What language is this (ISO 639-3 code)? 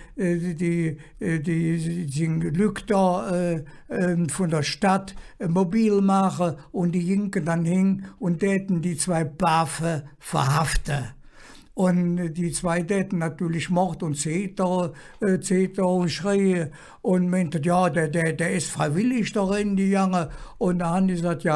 ksh